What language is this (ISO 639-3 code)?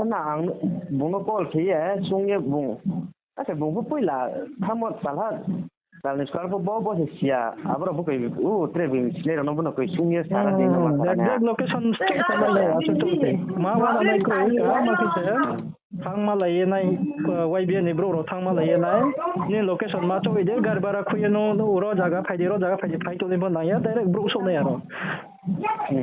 ria